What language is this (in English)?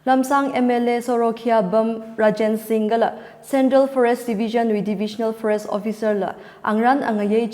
Tangkhul Naga (India)